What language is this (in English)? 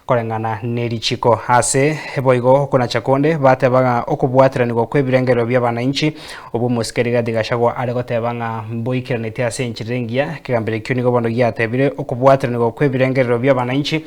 Gusii